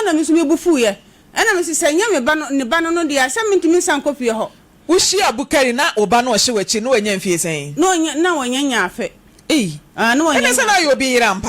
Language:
Akan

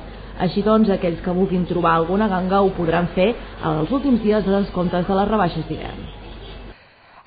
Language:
Catalan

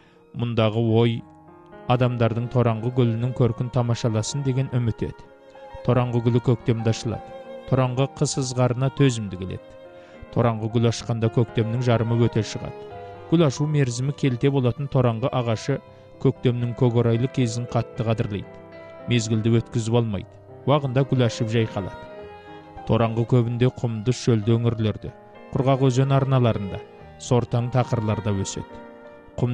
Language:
Kazakh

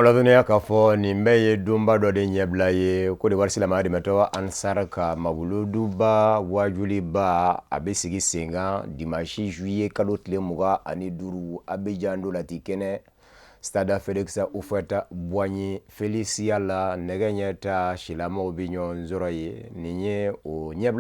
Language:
Bambara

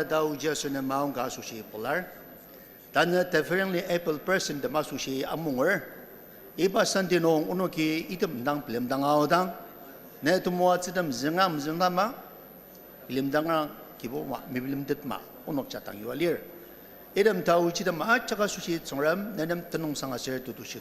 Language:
Ao Naga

